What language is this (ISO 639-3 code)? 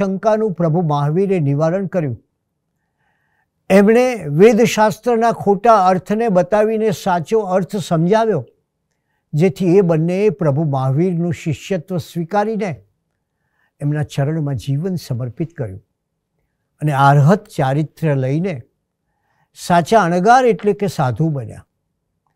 guj